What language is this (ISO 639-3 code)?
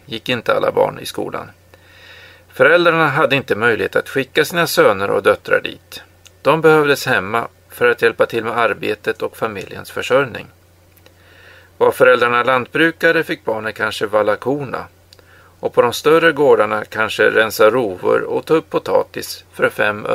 swe